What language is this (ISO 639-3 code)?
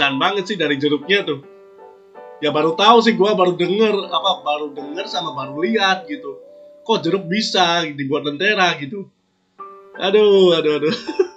ind